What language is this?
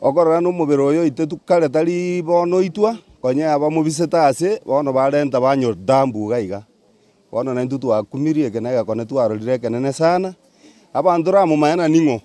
Gusii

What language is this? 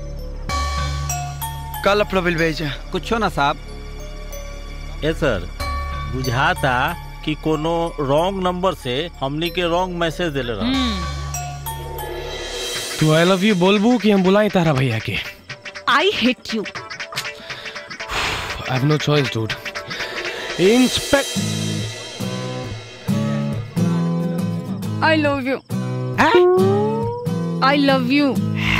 Bhojpuri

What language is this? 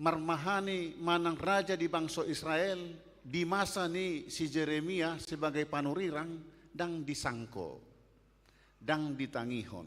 Batak Toba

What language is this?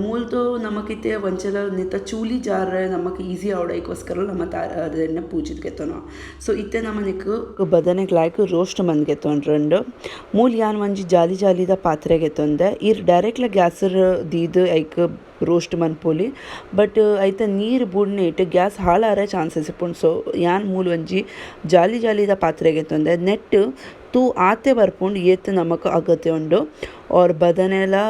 Tulu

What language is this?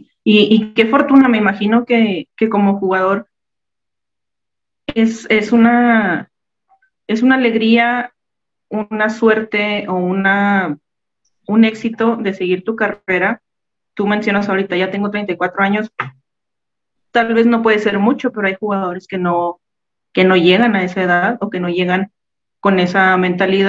Spanish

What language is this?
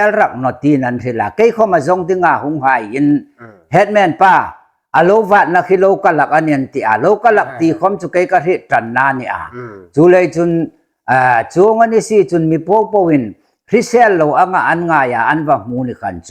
Hmar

